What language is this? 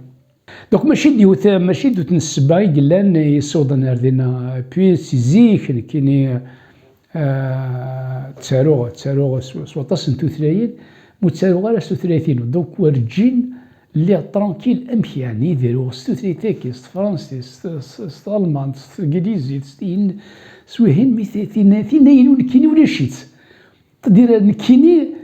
Kabyle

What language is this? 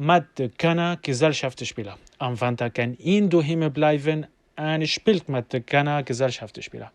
North Levantine Arabic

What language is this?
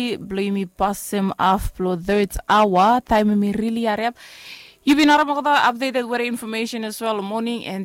Bislama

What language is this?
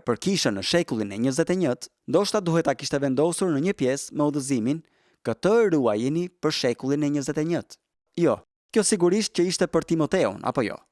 Albanian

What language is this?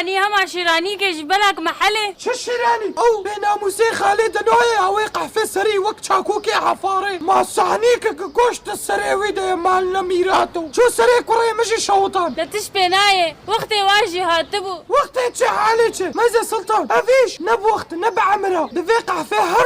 Kurdish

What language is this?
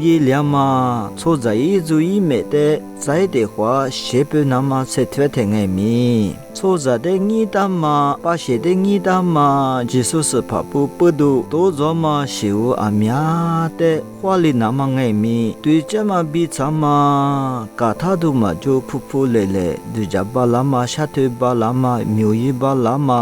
Lisu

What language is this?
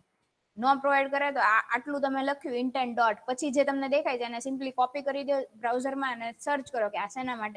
Gujarati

